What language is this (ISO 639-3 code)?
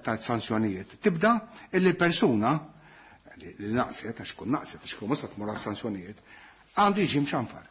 mlt